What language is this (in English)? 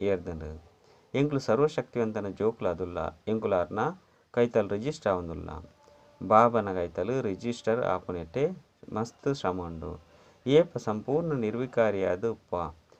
Tulu